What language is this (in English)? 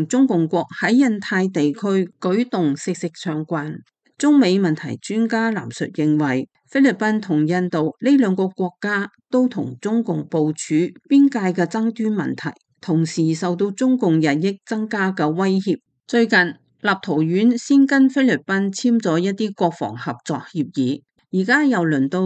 Cantonese